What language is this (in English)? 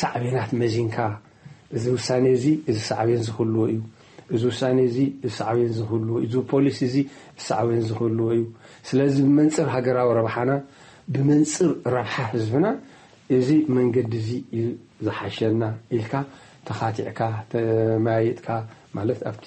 Tigrinya